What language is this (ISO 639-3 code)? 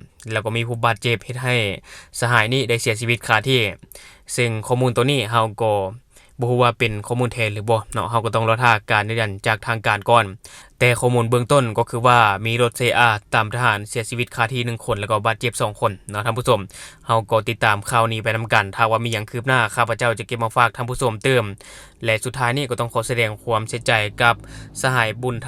lao